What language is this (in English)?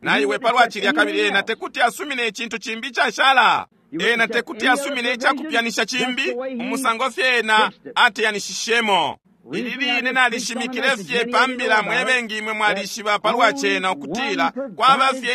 Bemba